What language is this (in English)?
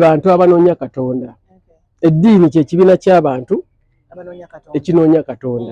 Ganda